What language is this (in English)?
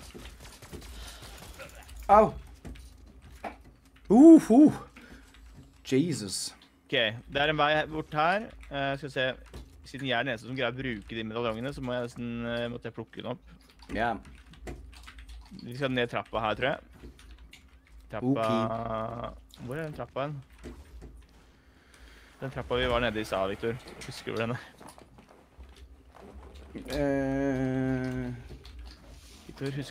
Norwegian